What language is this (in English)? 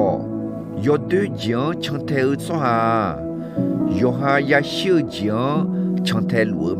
Akha